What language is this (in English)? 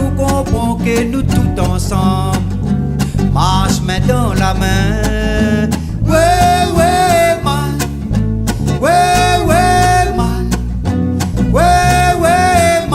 Réunion Creole French